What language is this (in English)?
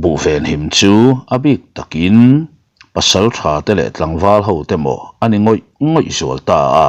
Mizo